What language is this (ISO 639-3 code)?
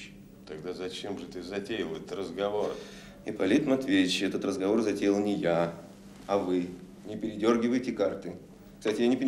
rus